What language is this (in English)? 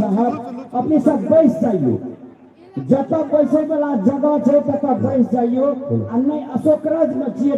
Maithili